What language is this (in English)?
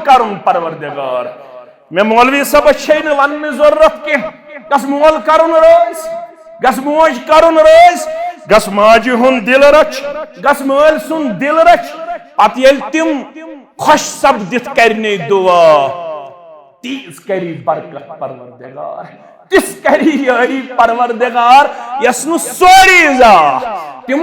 Kashmiri